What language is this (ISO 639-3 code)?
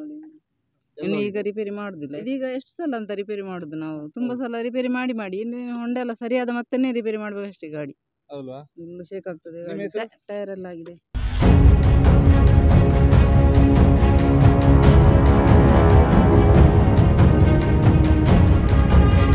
kan